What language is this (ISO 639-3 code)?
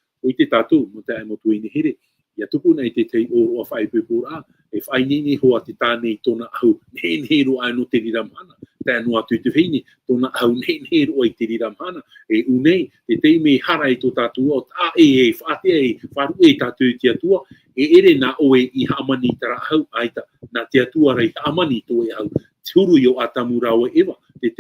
tah